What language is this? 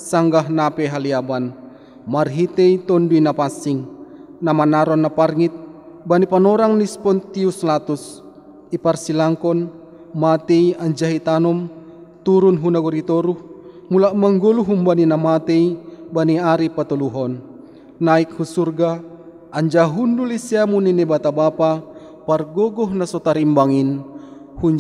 Batak Simalungun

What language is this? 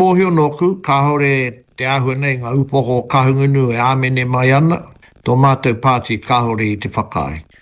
Māori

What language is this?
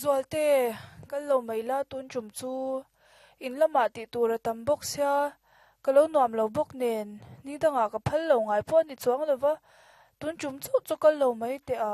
Mizo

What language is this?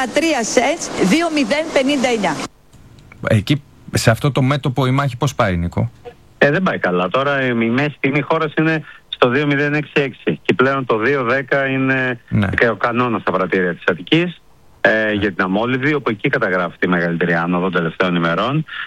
Greek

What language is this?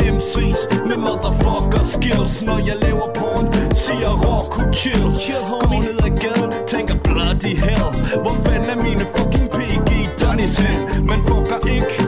Danish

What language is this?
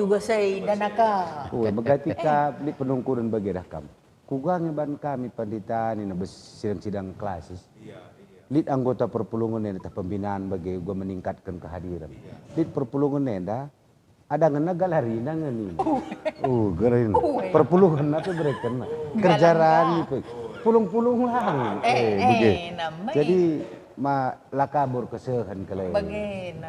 Batak Karo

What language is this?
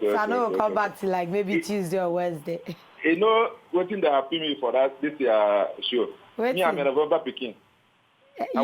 Nigerian Pidgin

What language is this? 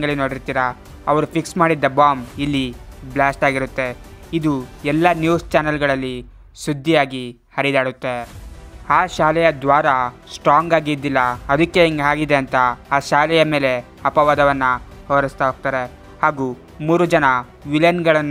Kannada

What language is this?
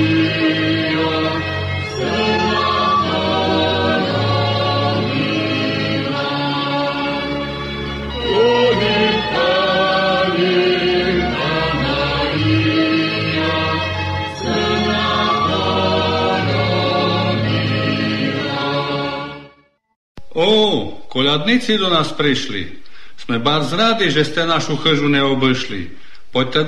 Slovak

